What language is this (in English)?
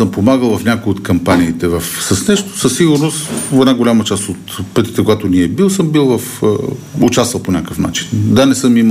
Bulgarian